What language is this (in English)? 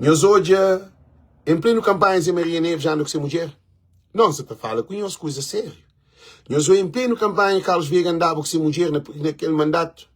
Kabuverdianu